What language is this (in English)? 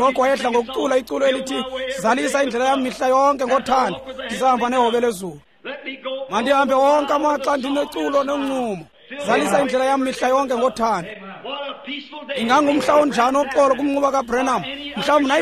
Xhosa